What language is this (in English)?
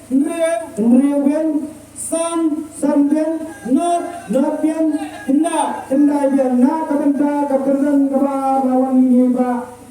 Khasi